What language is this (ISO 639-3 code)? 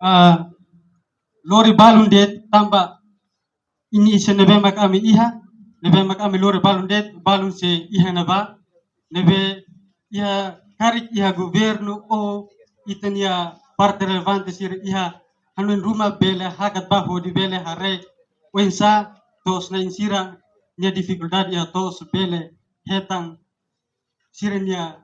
tet